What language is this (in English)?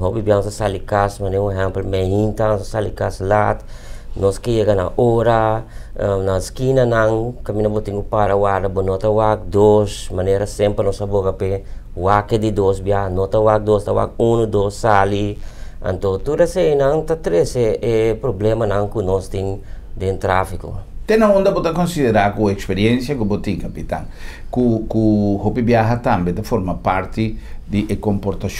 Papiamento